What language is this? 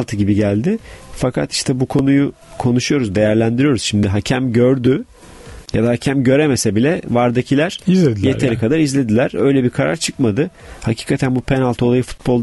Turkish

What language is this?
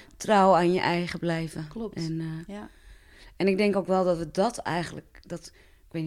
Dutch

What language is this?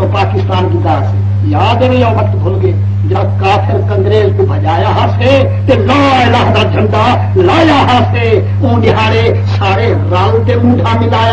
Saraiki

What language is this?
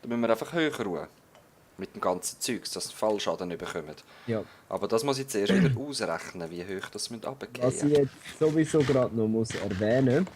Swiss German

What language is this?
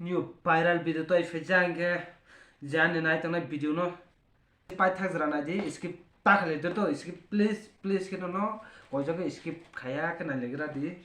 Kok Borok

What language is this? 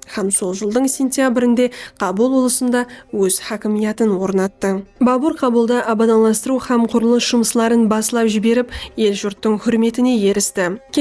Kara-Kalpak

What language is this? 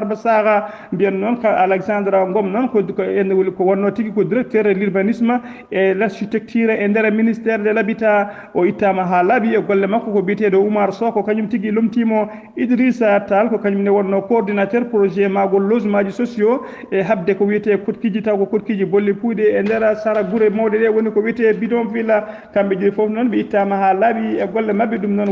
Fula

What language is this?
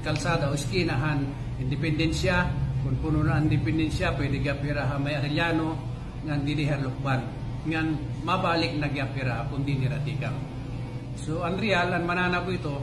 Waray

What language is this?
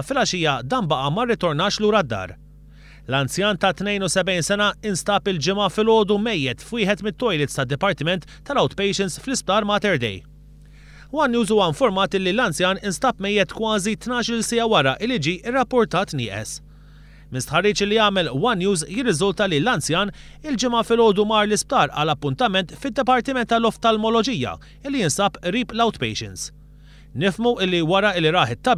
Maltese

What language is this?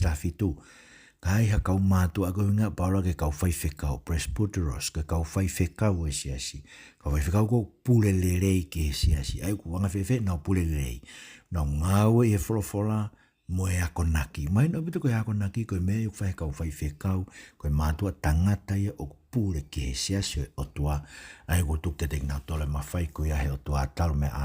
Tongan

